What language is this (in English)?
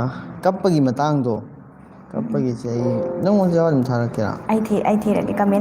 Manipuri